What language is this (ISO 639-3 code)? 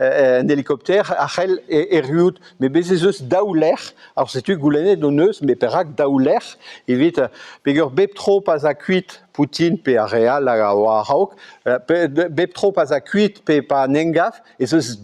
bre